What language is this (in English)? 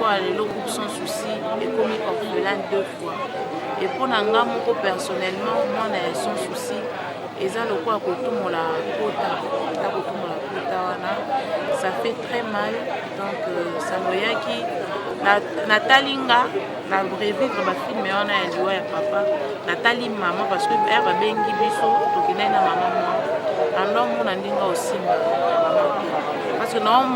Lingala